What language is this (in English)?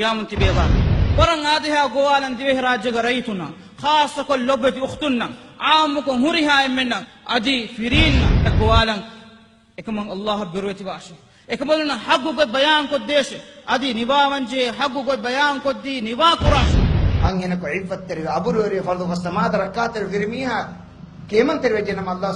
Divehi